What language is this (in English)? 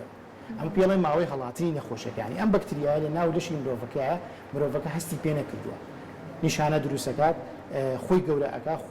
Central Kurdish